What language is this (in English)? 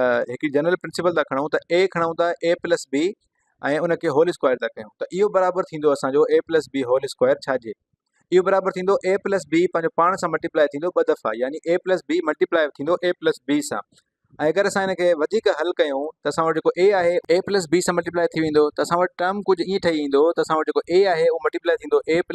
Sindhi